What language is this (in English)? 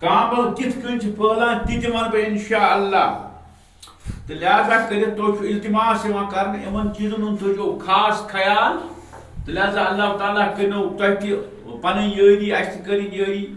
Kashmiri